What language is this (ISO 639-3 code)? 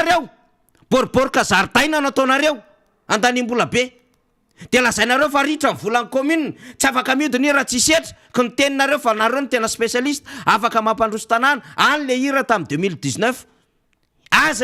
mlg